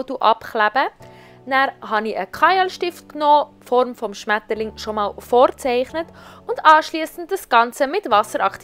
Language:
Swiss German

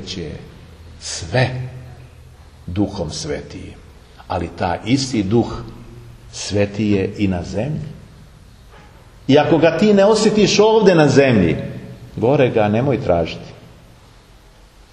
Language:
Serbian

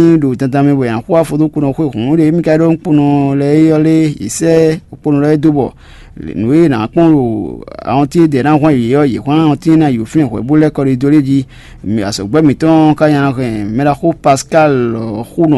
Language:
Fon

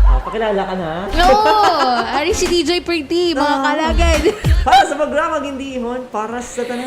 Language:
Hiligaynon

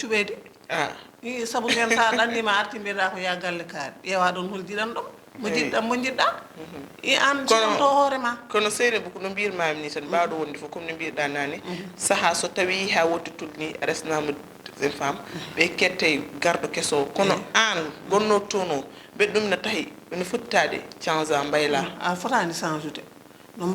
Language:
Fula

